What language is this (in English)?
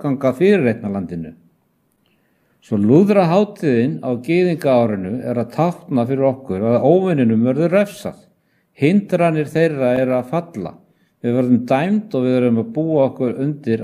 Icelandic